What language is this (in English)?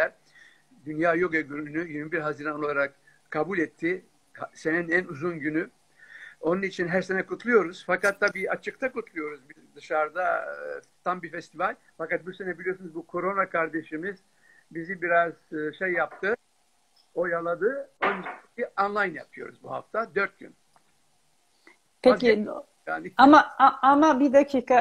Turkish